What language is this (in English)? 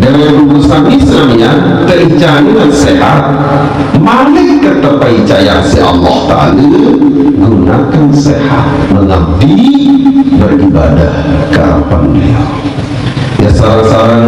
Sasak